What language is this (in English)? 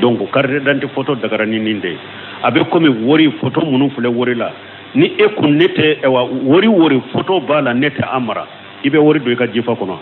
Bambara